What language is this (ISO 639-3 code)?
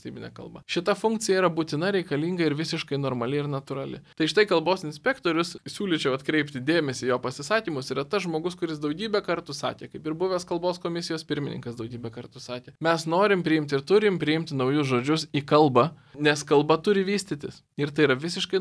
lit